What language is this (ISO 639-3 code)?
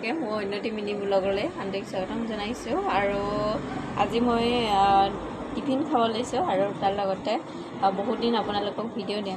asm